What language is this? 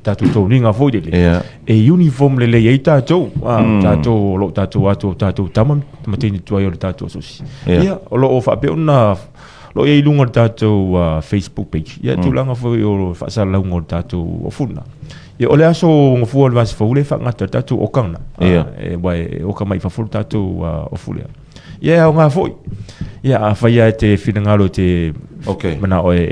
Samoan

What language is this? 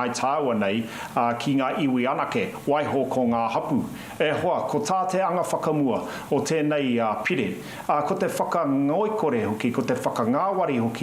Māori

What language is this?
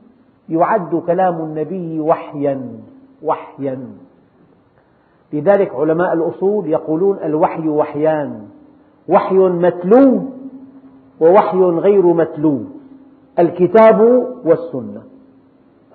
Arabic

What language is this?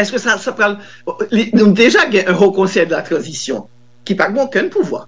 Haitian Creole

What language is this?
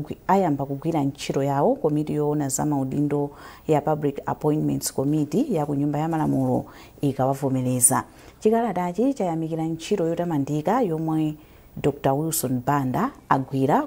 Nyanja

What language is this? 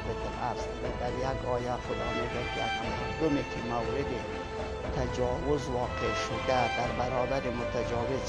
Persian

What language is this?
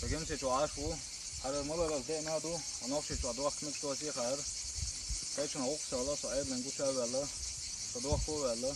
Chechen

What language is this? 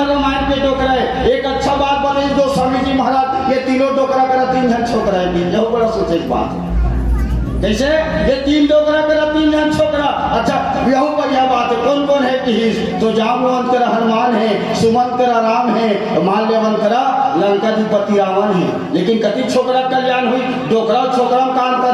Chhattisgarhi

